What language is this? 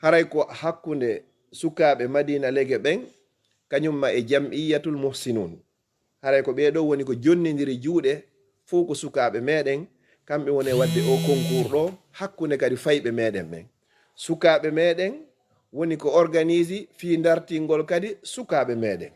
Fula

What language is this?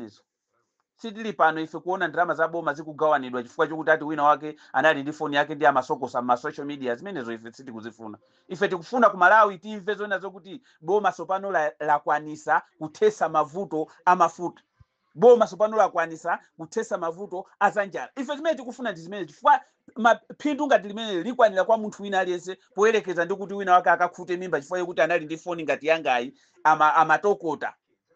Nyanja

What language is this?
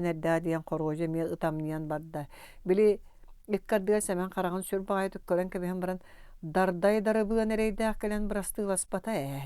Yakut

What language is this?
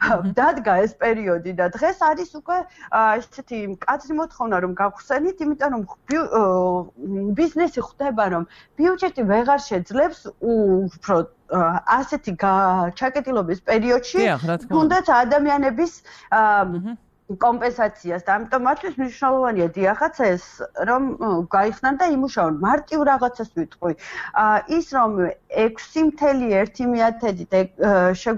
Georgian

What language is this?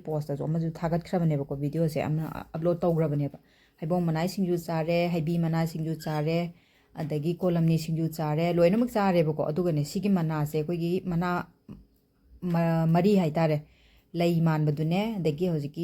Manipuri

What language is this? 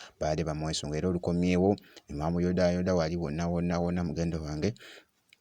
Ganda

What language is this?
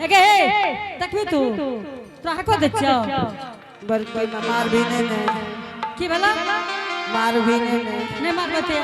Angika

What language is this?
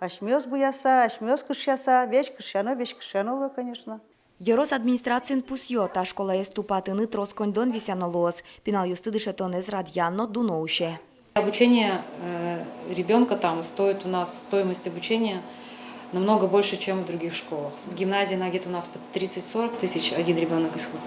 Udmurt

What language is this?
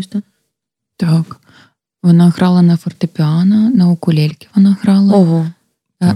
Ukrainian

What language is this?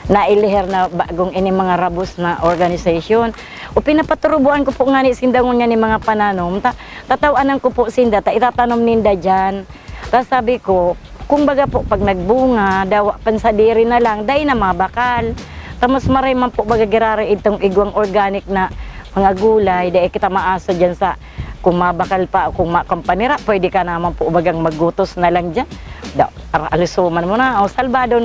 Bikol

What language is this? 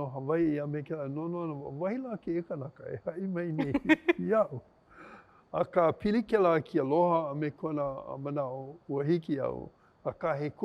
Hawaiian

